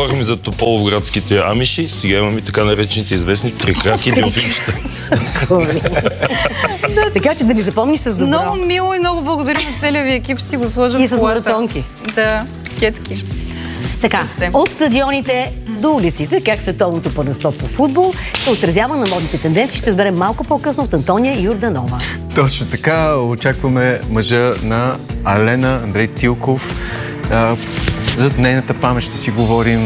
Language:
Bulgarian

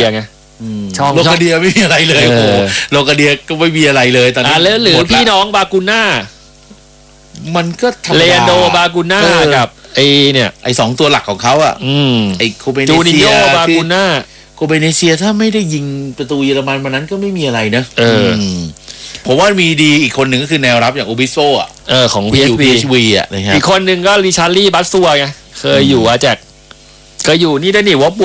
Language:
Thai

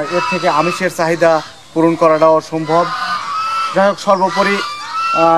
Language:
Bangla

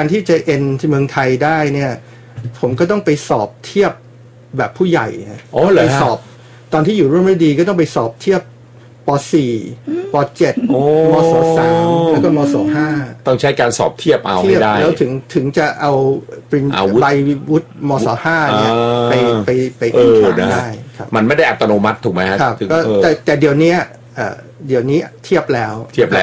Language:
Thai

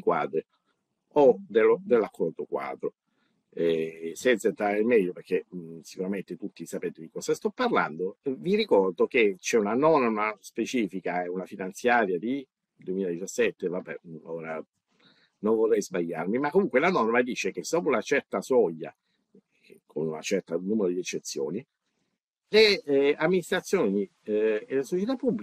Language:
Italian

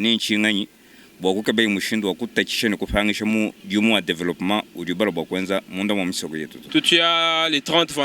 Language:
Luba-Lulua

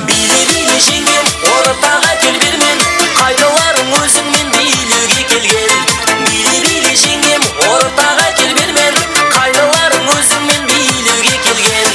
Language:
Kara-Kalpak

